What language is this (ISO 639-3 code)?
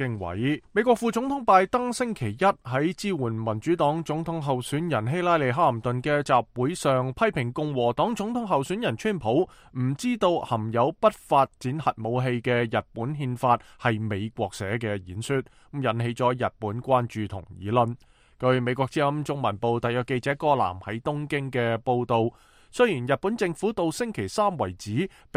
yue